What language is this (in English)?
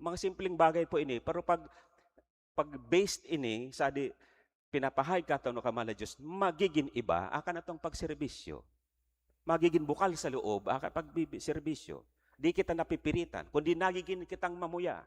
Bikol